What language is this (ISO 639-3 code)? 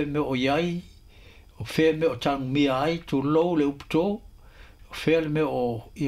smo